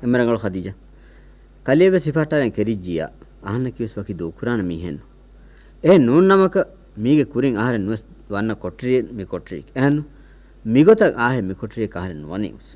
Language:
Divehi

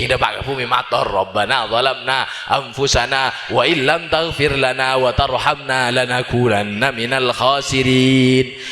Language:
Madurese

